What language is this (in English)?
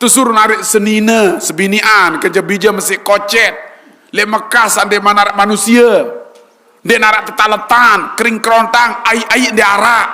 Sasak